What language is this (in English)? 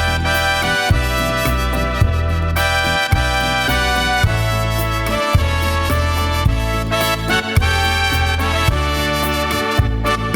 Batak Karo